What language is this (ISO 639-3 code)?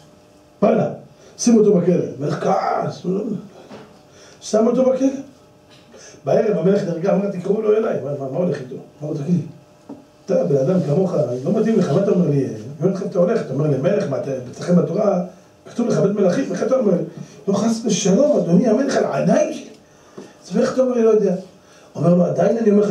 heb